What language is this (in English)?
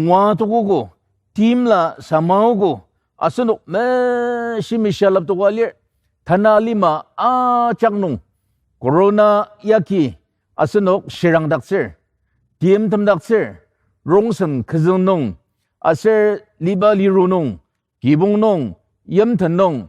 Ao Naga